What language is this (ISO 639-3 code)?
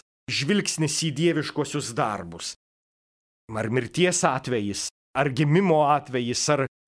lit